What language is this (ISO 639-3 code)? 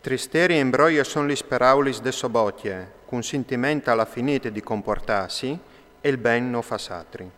fur